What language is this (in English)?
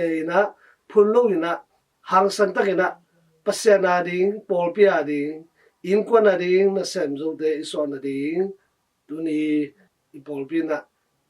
Tedim Chin